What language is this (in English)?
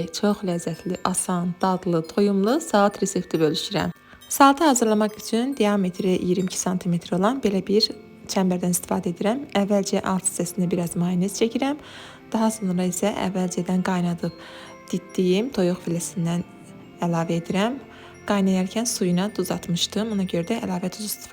Azerbaijani